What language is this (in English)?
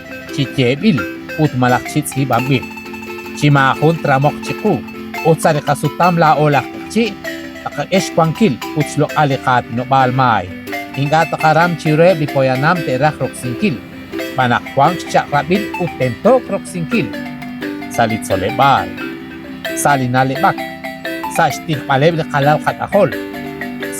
Kekchí